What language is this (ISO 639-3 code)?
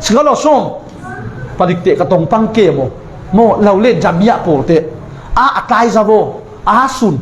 cfm